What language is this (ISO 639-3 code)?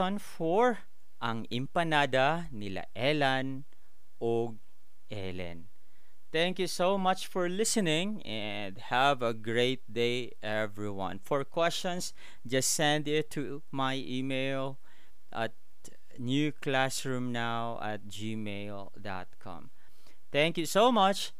ceb